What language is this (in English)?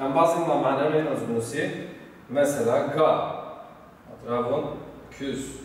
Zaza